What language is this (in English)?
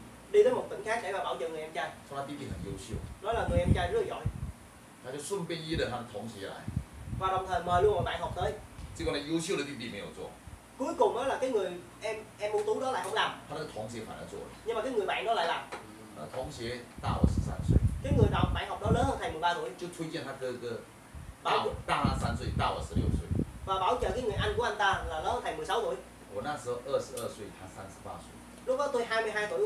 Vietnamese